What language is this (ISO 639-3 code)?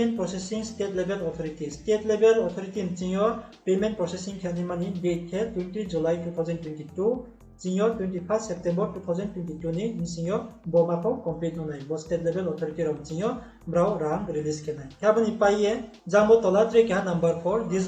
ria